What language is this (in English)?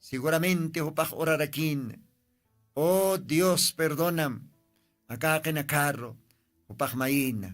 Aymara